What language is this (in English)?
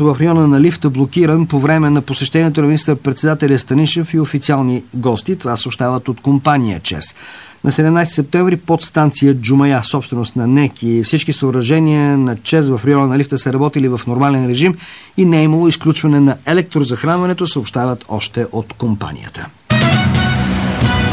Bulgarian